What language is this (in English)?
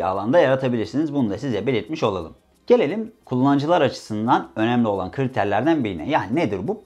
Turkish